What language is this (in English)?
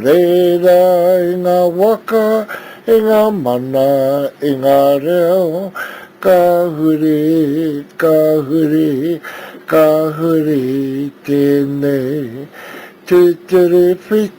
Māori